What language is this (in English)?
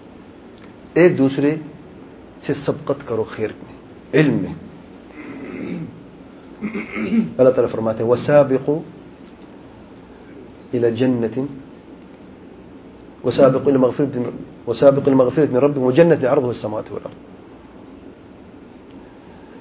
Urdu